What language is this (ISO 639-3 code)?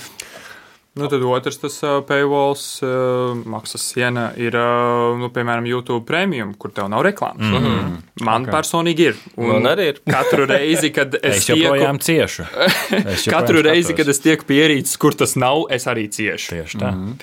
lav